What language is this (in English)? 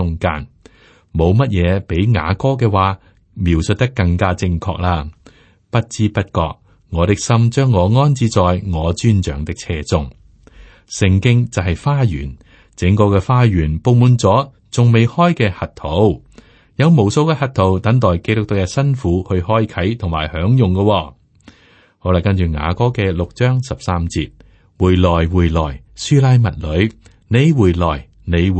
Cantonese